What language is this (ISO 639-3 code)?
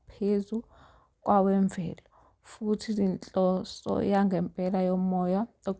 zul